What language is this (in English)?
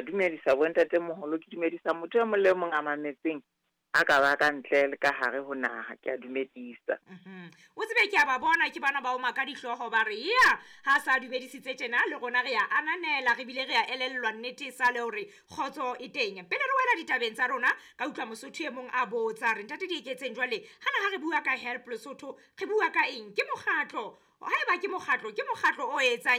Southern Sotho